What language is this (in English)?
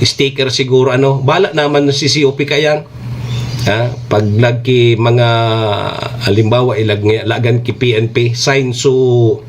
Bikol